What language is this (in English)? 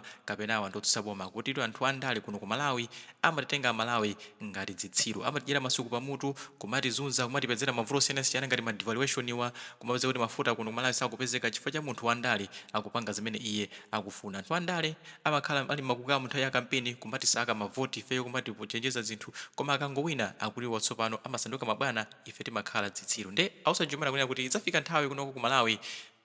Nyanja